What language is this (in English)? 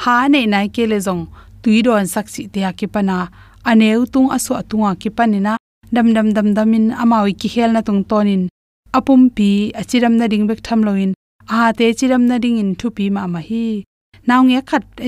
Tedim Chin